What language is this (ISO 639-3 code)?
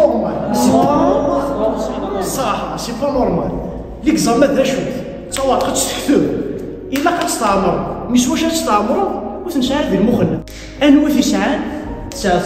kab